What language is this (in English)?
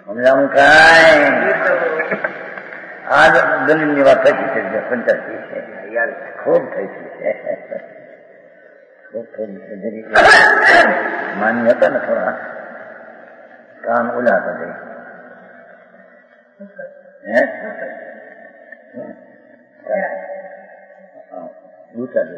Gujarati